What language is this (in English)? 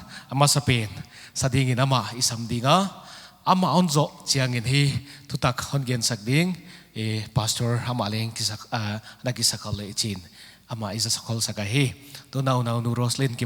Paite Chin